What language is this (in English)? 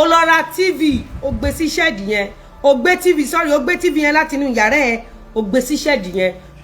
Yoruba